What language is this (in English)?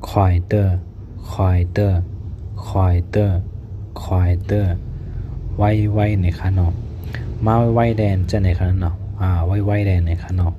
Shan